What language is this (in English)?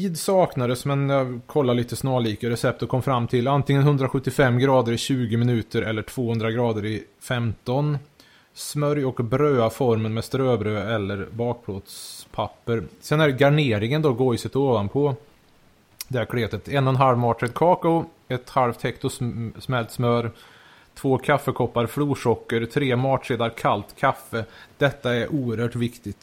Swedish